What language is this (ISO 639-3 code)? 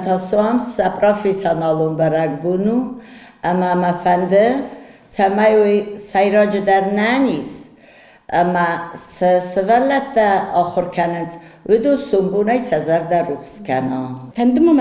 oss